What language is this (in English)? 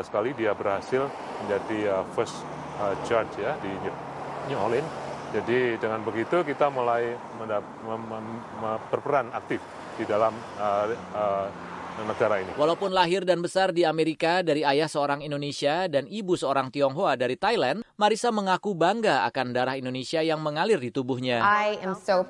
Indonesian